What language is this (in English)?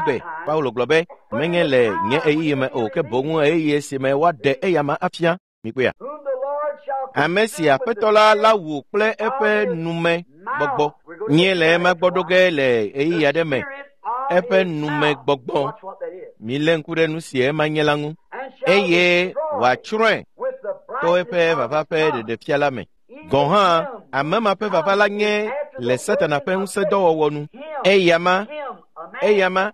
Ewe